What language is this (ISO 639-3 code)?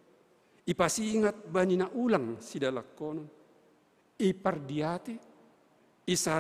bts